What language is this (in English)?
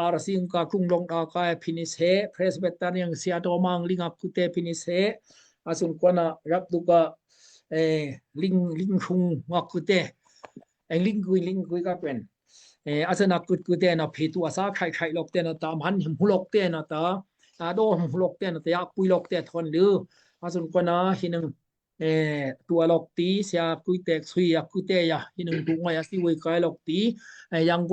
Daai Chin